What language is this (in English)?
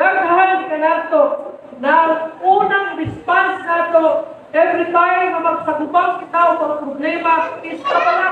Cebuano